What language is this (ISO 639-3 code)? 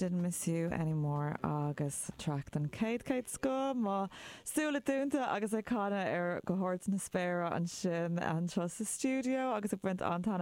gle